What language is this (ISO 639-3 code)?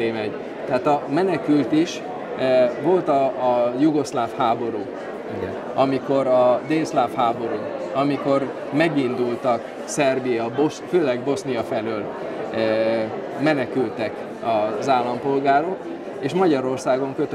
hun